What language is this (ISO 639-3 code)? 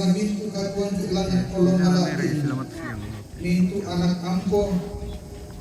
sda